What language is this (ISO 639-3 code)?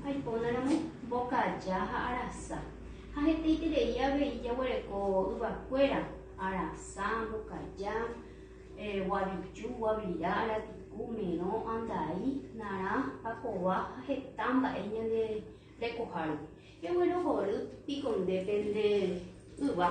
grn